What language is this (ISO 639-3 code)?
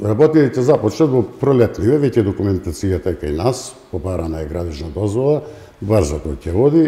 mkd